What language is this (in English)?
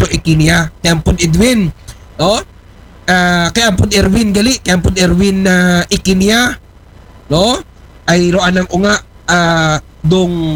Aklanon